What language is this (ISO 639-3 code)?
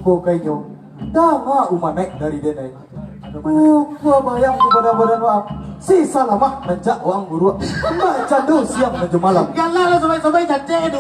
min